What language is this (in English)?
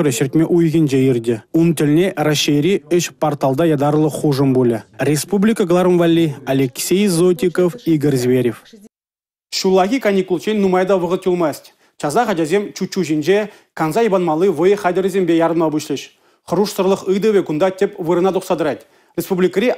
Chuvash